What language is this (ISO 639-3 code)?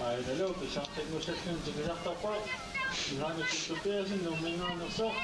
kal